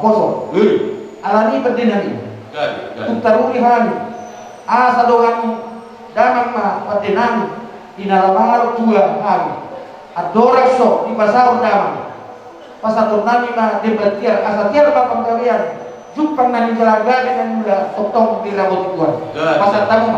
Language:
Batak Toba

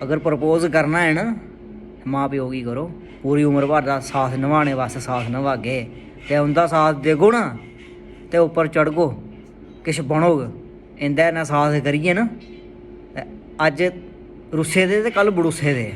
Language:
Dogri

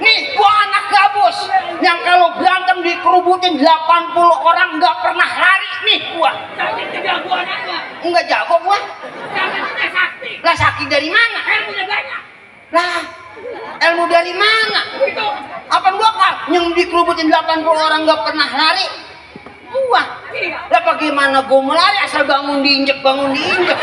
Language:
Betawi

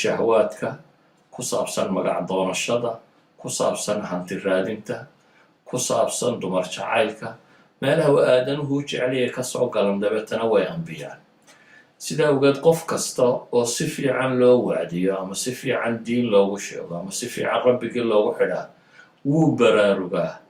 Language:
Somali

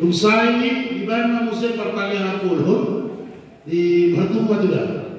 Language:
Batak Toba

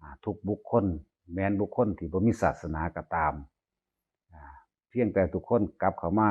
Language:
Northeastern Thai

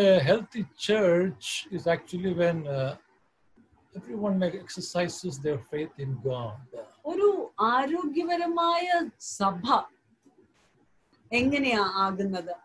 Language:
Malayalam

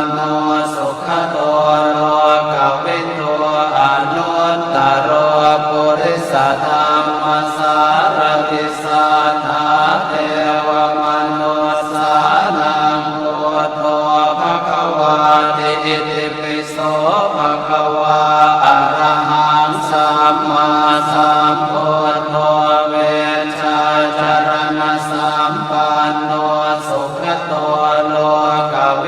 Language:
Pali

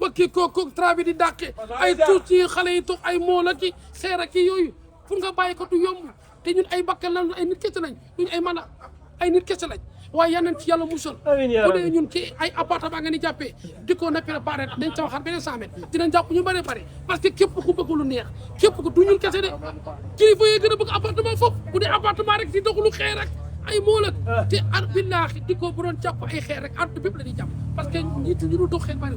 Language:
Wolof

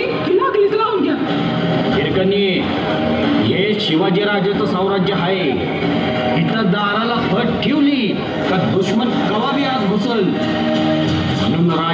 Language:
Marathi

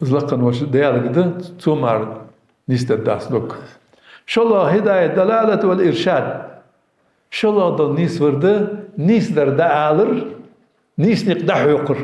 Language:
Ingush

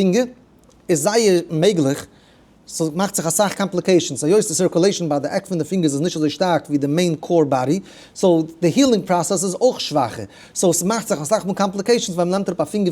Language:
Yiddish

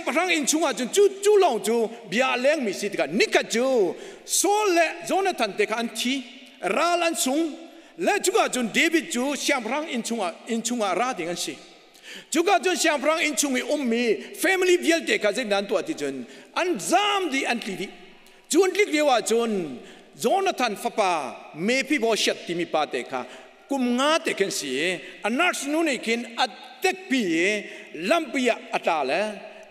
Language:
Hakha Chin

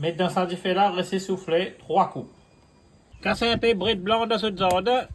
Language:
Morisyen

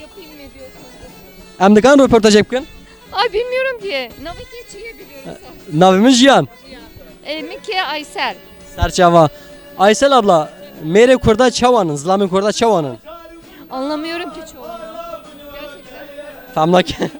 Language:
Kurdish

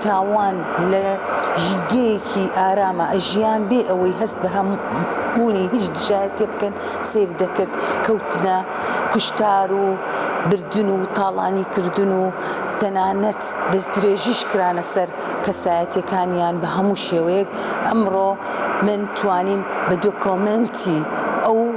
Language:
Central Kurdish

